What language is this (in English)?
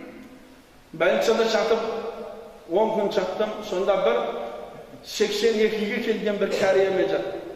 Kazakh